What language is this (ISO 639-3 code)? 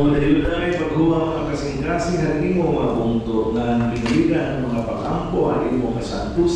war